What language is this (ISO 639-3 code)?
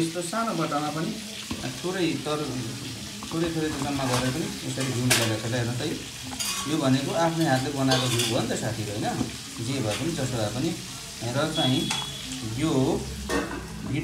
nep